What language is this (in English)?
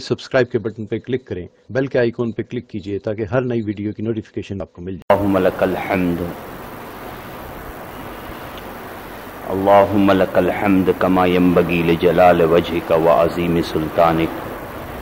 Urdu